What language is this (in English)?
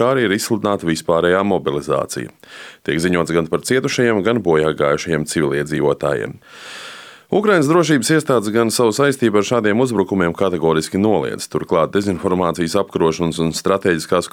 Latvian